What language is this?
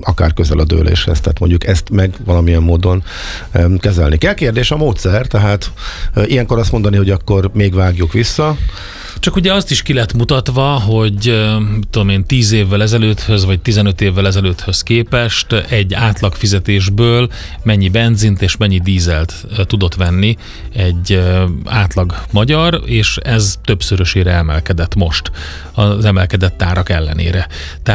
Hungarian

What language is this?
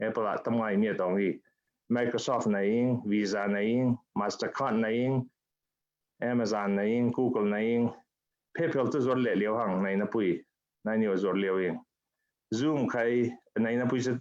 Falam Chin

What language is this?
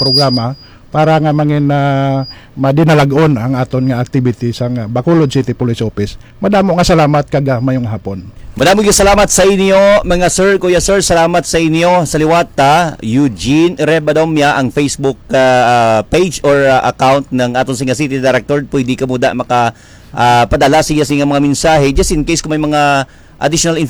Hiligaynon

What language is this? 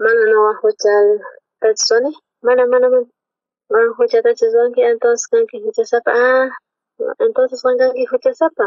South Bolivian Quechua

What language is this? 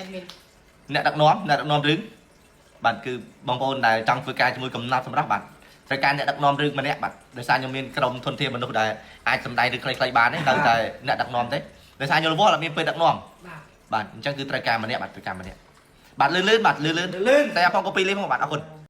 Khmer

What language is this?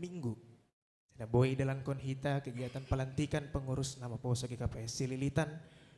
Batak Simalungun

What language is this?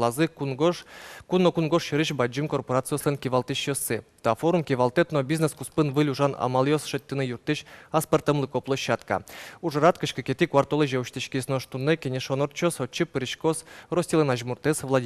Udmurt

